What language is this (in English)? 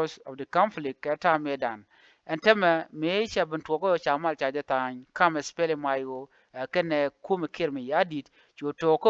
Nuer